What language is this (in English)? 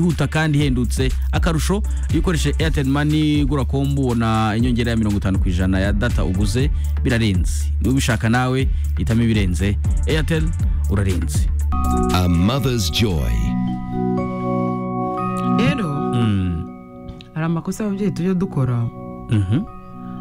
Kinyarwanda